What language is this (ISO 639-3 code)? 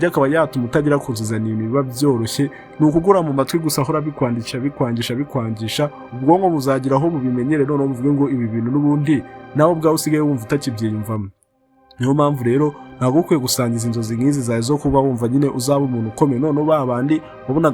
kin